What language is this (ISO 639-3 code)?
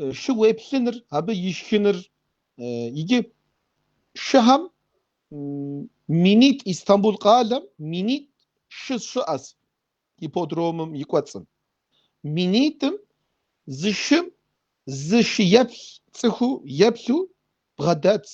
kbd